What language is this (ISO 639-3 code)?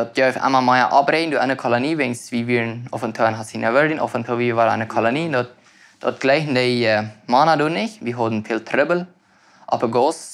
pdt